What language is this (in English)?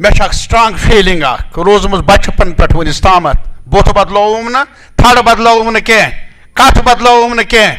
Kashmiri